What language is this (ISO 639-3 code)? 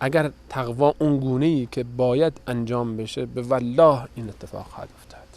fas